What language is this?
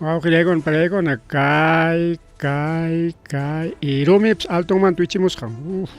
Ayacucho Quechua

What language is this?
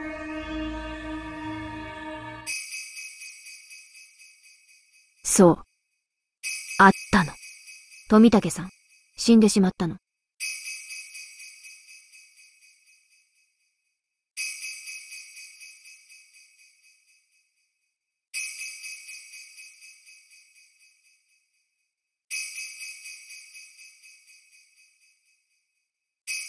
Japanese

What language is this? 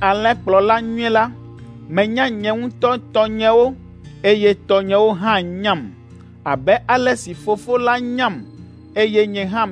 Ewe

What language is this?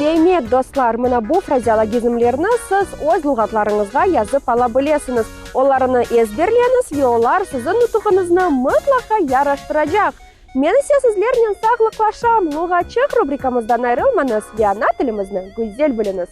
Crimean Tatar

